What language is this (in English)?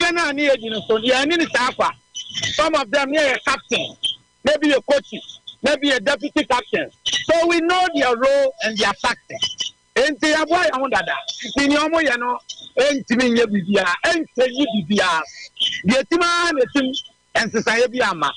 Akan